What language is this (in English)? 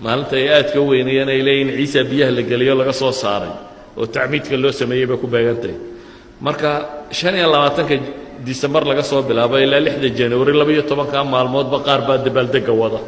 Somali